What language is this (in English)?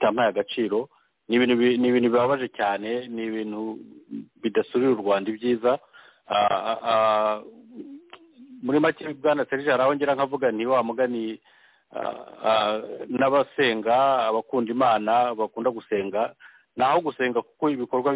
Kinyarwanda